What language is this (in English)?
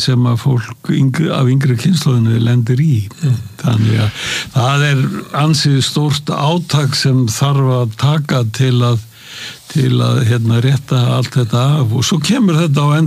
Icelandic